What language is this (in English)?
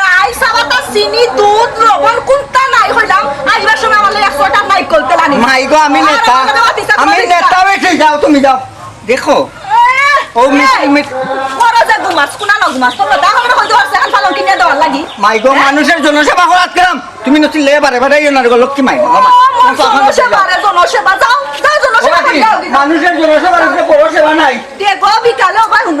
Sylheti